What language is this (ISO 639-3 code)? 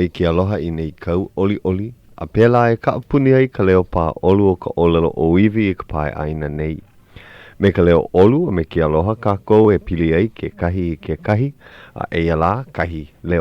haw